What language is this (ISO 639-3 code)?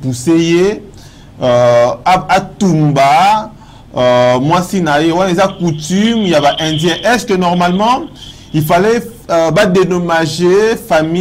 lin